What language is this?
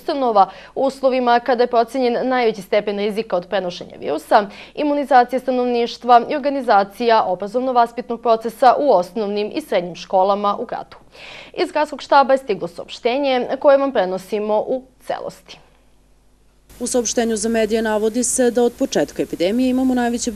Serbian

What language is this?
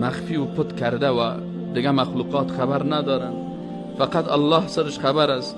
Persian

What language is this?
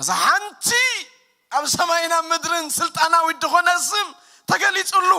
Tigrinya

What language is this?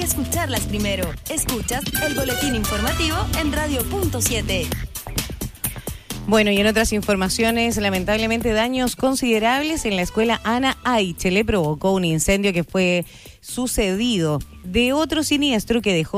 Spanish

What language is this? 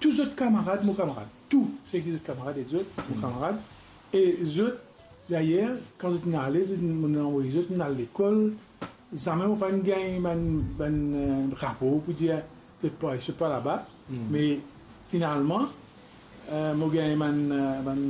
Morisyen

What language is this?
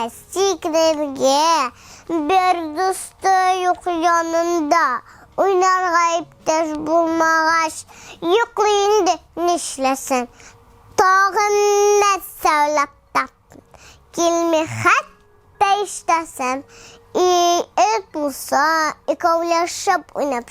Tatar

